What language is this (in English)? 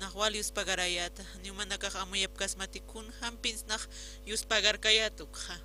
Aymara